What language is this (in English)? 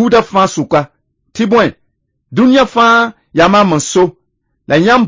Mossi